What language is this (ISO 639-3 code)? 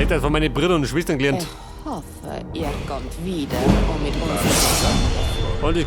bar